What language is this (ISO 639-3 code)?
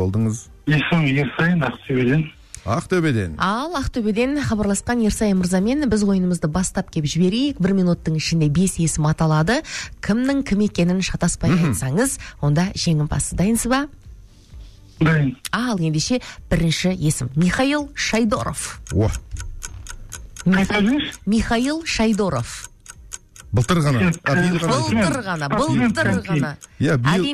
kaz